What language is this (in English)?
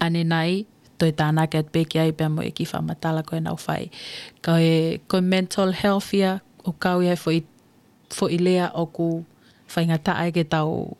Tongan